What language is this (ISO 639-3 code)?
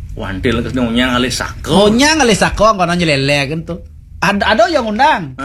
ban